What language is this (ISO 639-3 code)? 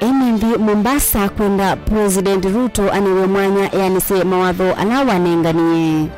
kam